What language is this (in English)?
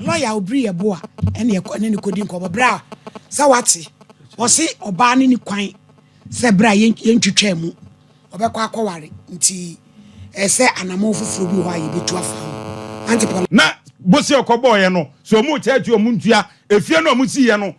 Akan